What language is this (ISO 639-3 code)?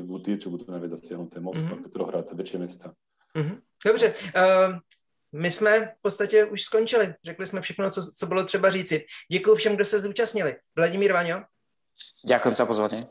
slk